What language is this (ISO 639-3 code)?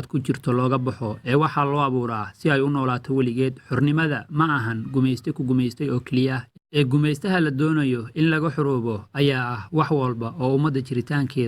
som